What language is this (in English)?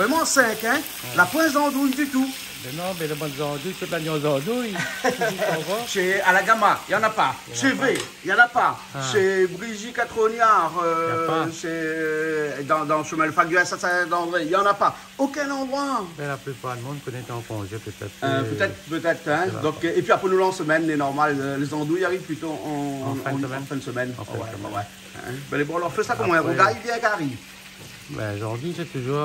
Réunion Creole French